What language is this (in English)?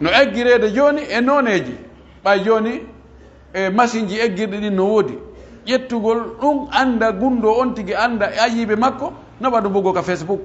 Pular